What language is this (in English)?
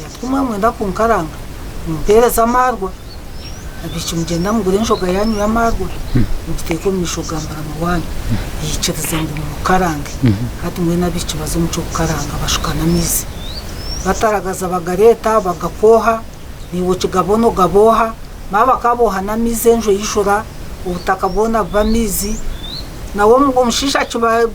Nyankole